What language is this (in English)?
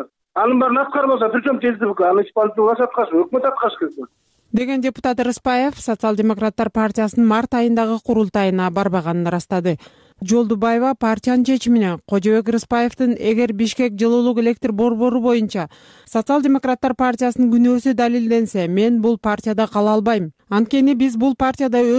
Kyrgyz